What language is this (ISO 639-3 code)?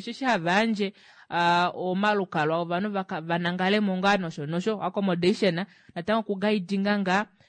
kua